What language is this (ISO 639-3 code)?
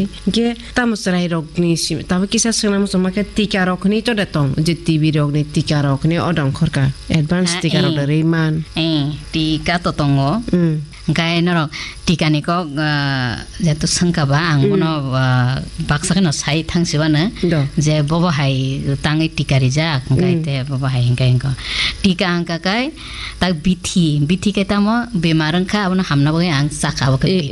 trp